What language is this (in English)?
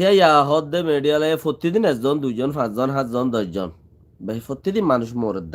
Rohingya